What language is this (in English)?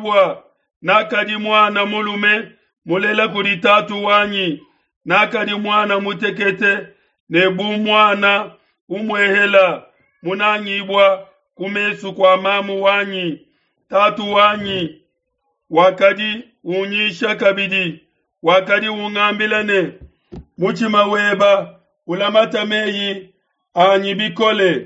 Luba-Lulua